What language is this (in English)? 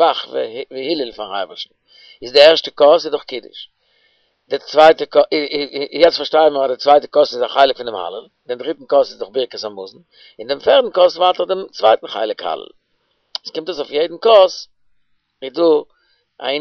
Yiddish